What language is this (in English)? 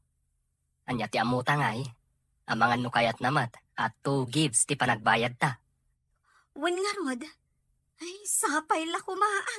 Iloko